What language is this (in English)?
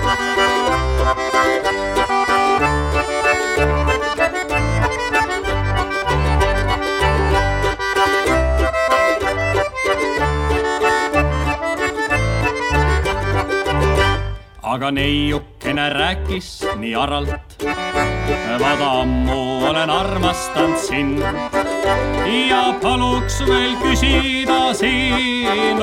Estonian